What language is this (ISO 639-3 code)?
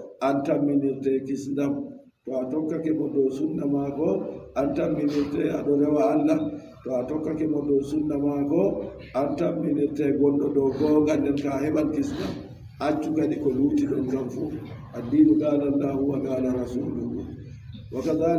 fub